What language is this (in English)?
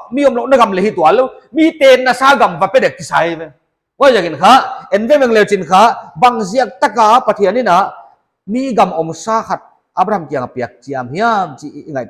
Paite Chin